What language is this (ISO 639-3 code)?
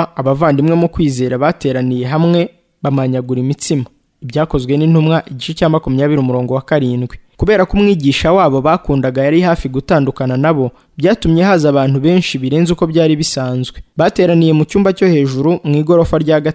kin